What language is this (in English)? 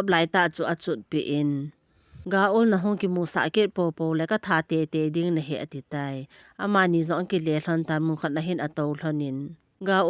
Thado Chin